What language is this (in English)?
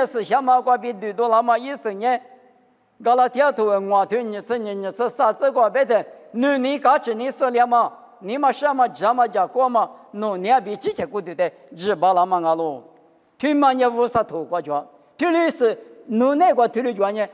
Lisu